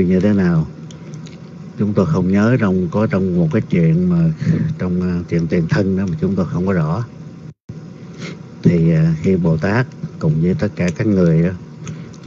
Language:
Vietnamese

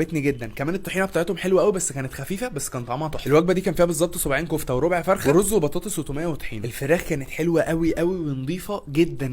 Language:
Egyptian Arabic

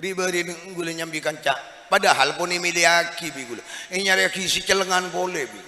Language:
Madurese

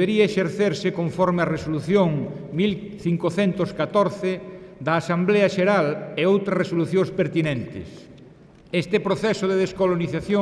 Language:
Galician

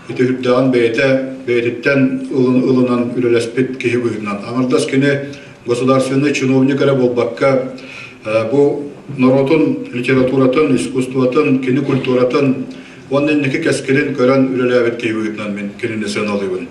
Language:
Yakut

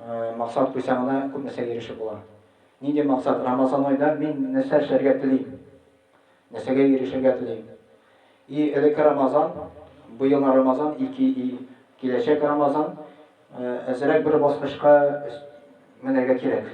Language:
Tatar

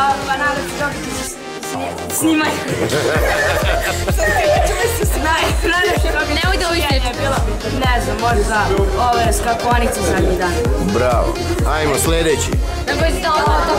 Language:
Serbian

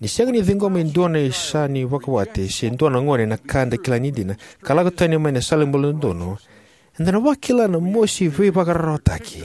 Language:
Fijian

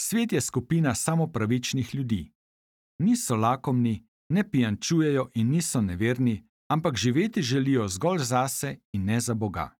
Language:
Slovenian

